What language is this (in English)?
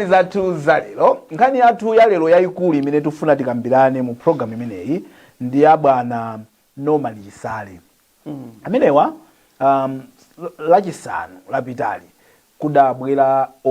Nyanja